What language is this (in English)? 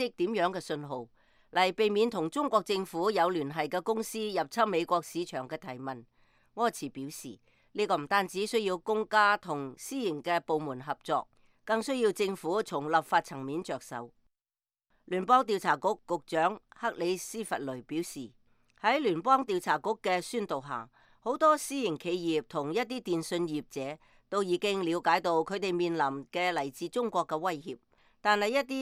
Cantonese